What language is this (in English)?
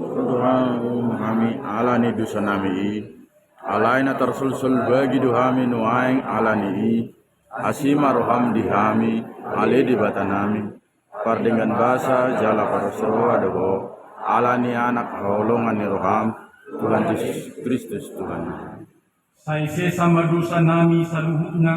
Batak Toba